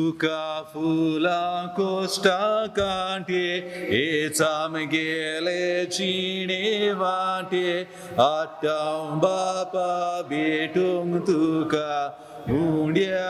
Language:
Konkani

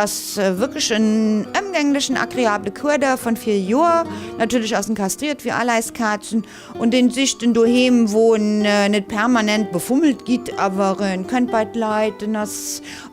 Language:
Luxembourgish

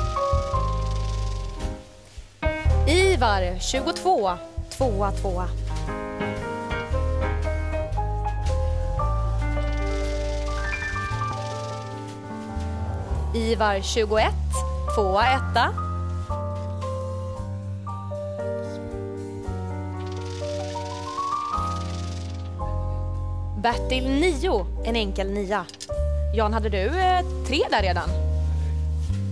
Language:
Swedish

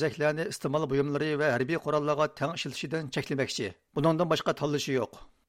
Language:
Uyghur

